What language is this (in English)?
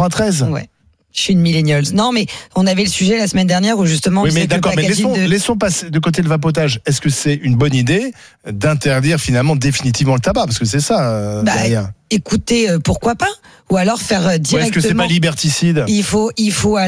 French